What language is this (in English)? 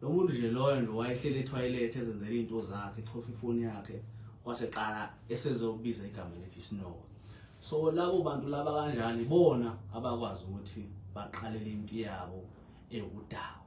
Zulu